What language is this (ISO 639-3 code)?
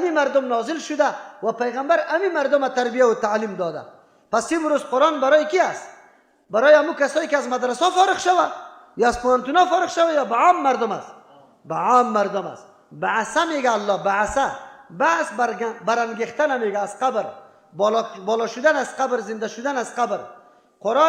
fas